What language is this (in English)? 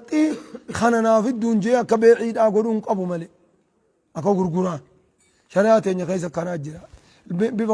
Oromo